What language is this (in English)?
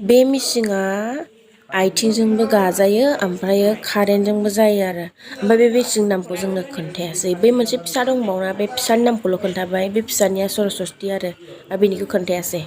Bodo